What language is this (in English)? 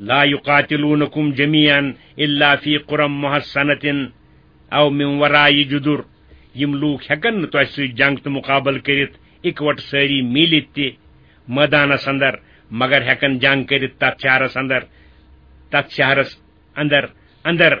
Kashmiri